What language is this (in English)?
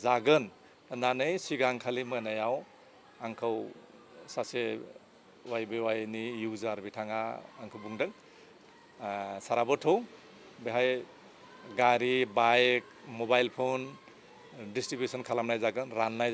Bodo